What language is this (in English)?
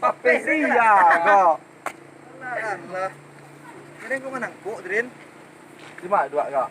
Minangkabau